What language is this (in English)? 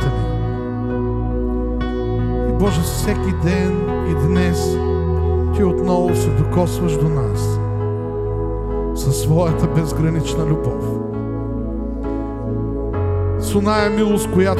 Bulgarian